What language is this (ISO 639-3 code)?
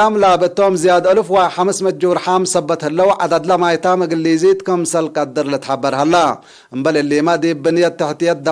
tig